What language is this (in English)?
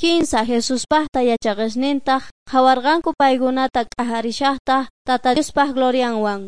Quechua